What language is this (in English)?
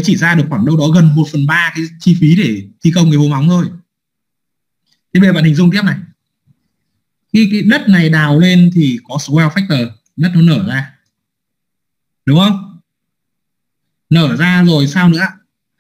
Vietnamese